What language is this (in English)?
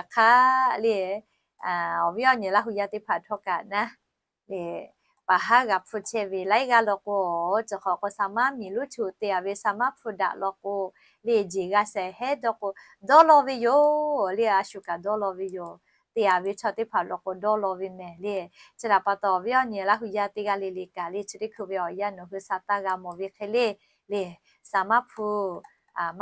Lahu